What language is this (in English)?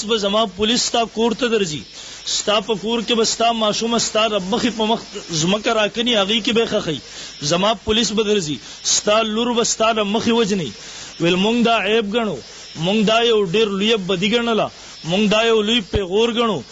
Pashto